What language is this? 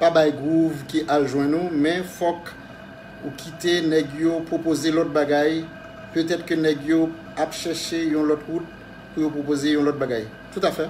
Haitian Creole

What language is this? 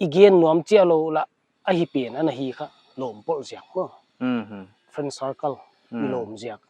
Paite Chin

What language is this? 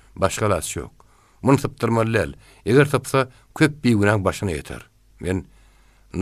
Turkmen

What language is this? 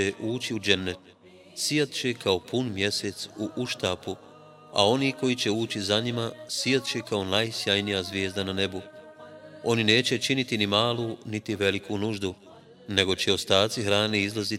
Bosnian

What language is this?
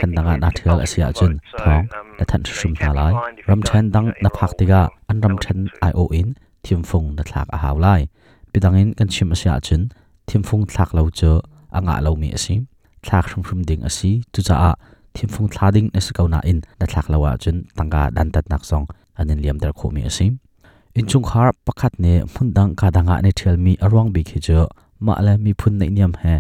Hakha Chin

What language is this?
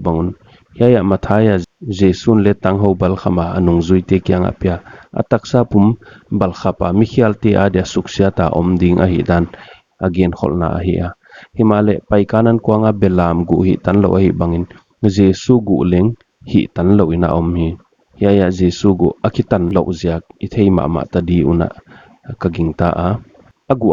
Paite Chin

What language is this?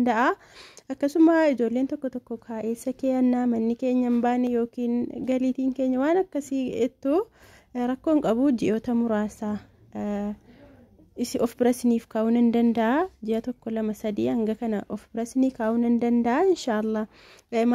Oromo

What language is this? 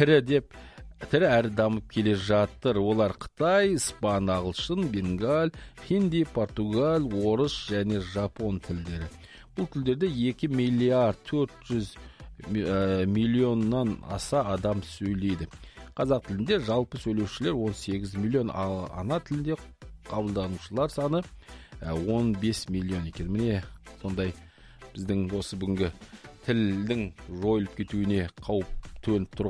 Kazakh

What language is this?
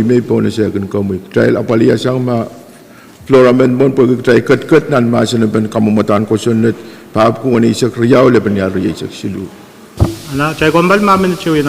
Pohnpeian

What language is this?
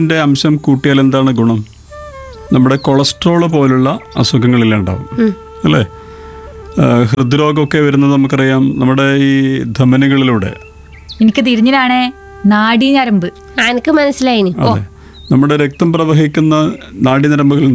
Malayalam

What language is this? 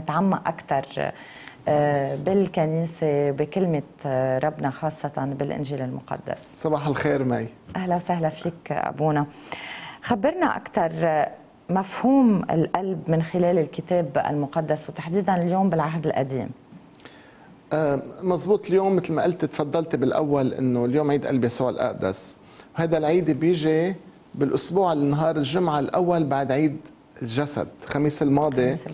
North Levantine Arabic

